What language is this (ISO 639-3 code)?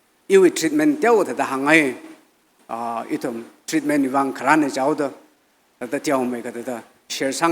nmf